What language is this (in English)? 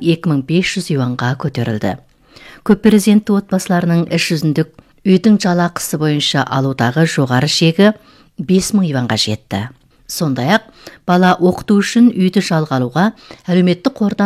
Kazakh